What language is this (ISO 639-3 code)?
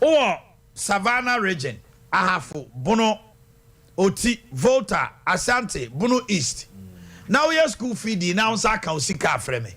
aka